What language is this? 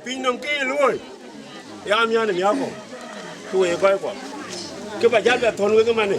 Dinka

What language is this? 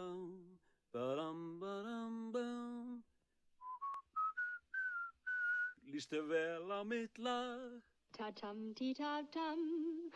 Icelandic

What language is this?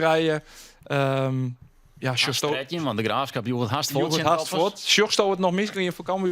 Western Frisian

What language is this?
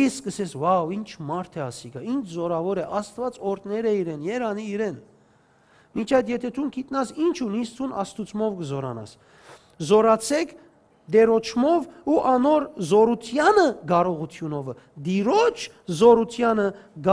Western Armenian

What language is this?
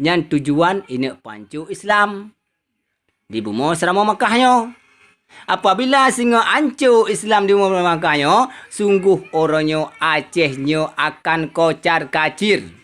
Achinese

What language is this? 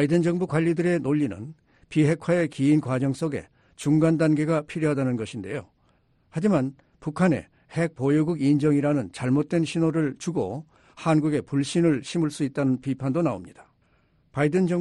Korean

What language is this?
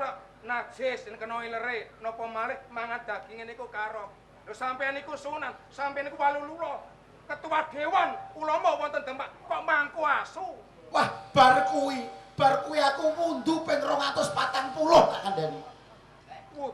Javanese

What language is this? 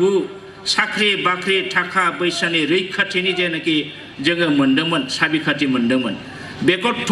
Bodo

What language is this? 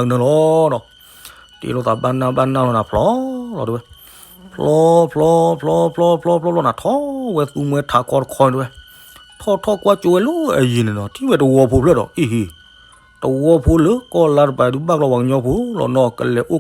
S'gaw Karen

